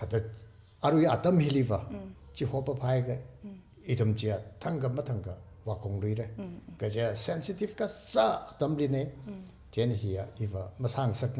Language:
Tangkhul Naga (India)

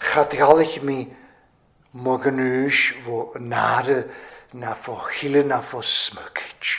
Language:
Welsh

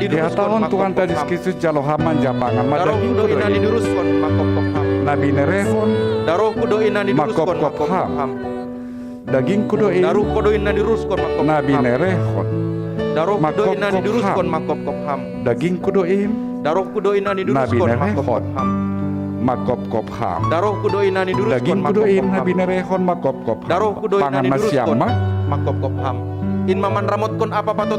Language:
Batak Simalungun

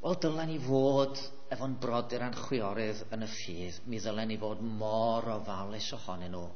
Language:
Welsh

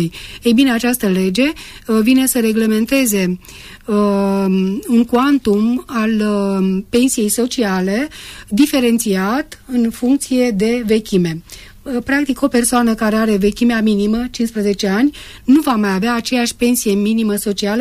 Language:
Romanian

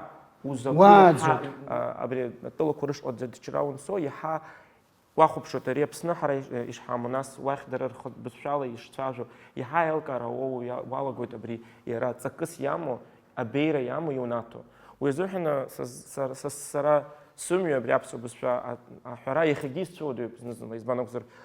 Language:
Abkhazian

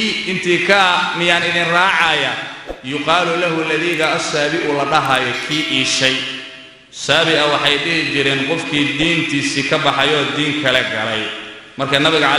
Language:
Somali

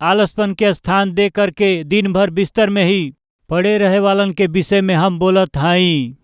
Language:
Bhojpuri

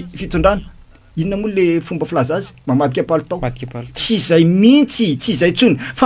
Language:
Malagasy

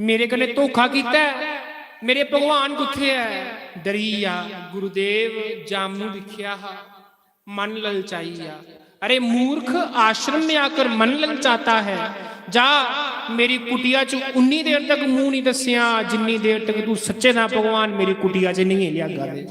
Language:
Dogri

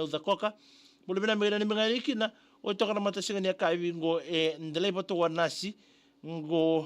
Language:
Fijian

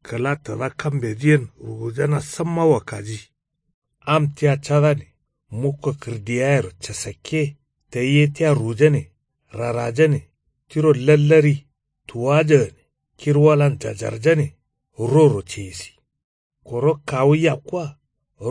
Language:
Kanuri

